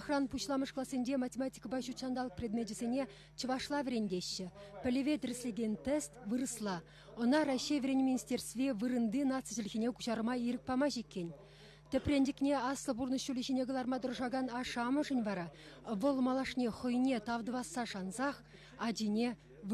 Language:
Chuvash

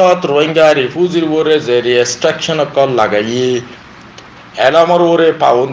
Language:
Rohingya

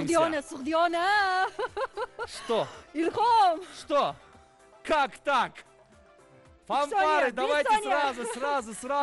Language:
Russian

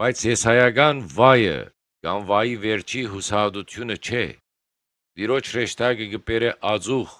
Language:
Western Armenian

